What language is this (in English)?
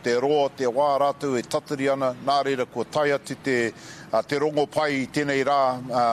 Māori